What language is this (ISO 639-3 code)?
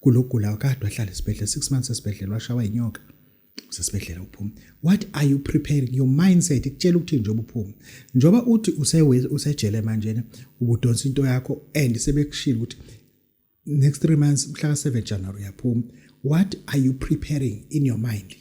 zul